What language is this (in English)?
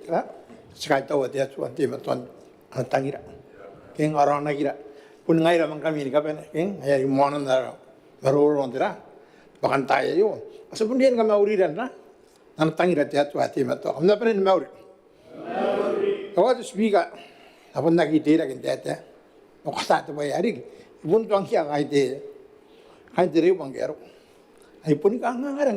Gilbertese